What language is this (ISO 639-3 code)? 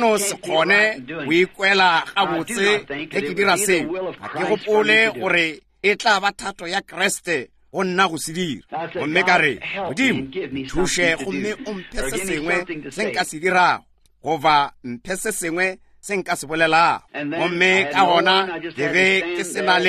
nso